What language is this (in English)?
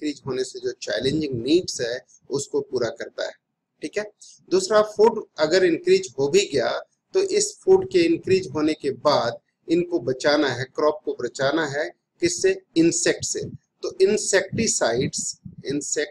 Hindi